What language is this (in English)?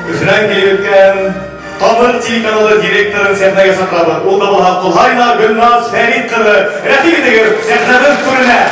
Bashkir